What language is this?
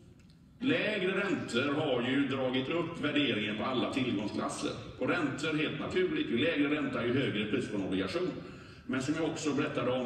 Swedish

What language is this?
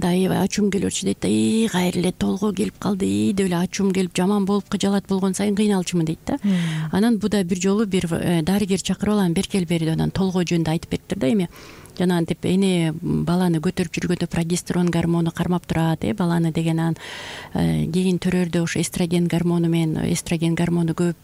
Kyrgyz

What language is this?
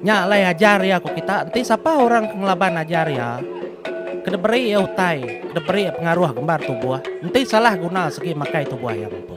Iban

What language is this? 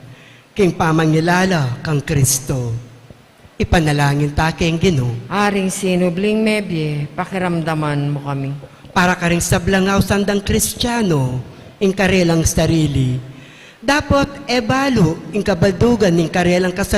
Pampanga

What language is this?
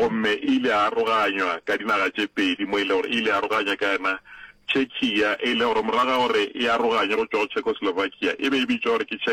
Northern Sotho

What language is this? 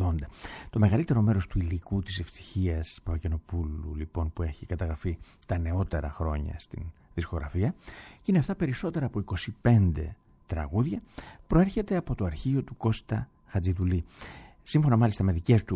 Greek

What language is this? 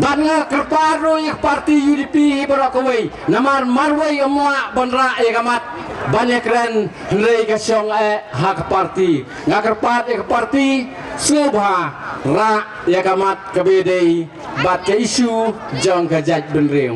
Khasi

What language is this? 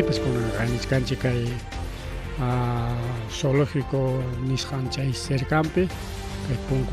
Ayacucho Quechua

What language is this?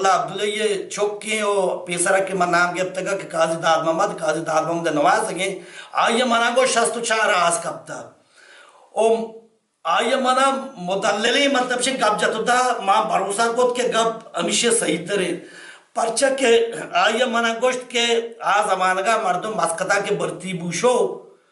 Baluchi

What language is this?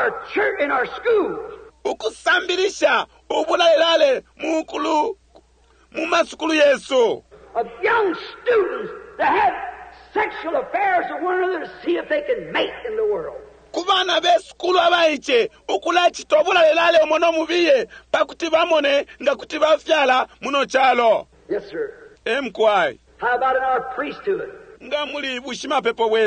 Bemba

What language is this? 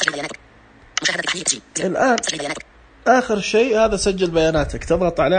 Najdi Arabic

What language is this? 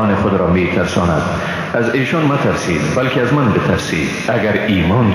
Persian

